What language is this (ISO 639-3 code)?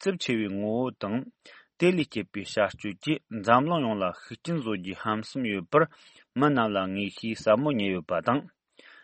bod